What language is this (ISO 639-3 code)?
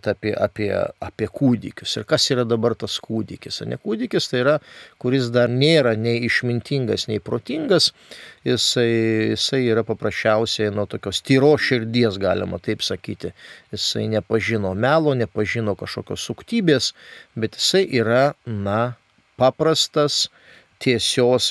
lit